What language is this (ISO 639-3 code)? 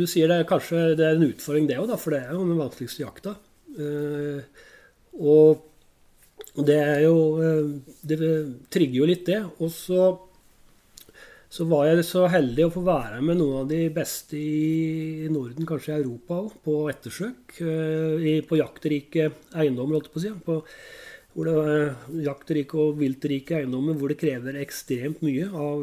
nor